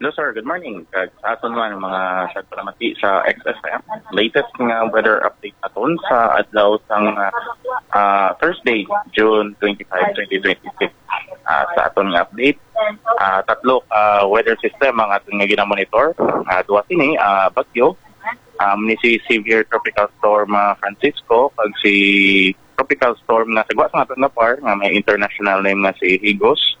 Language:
Hiligaynon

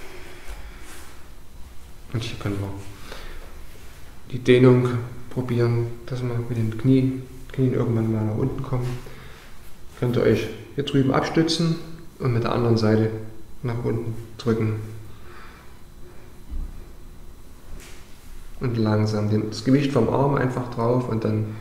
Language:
German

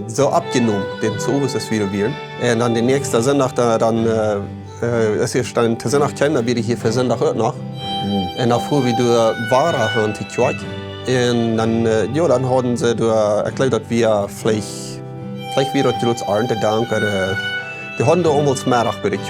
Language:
Plautdietsch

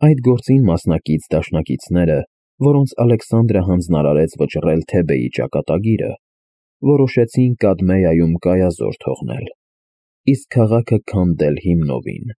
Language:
Armenian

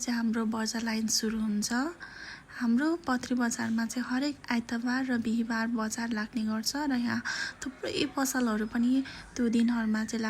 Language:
Nepali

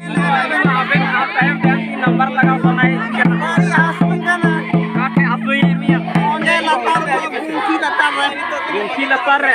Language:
Santali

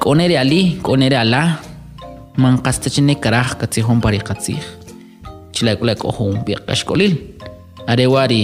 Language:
Kʼicheʼ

